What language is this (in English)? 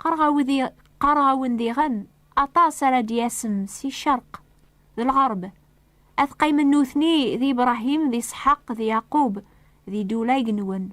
Kabyle